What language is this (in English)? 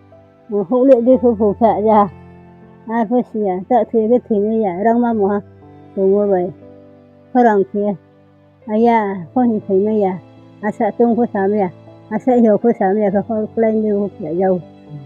Riang (India)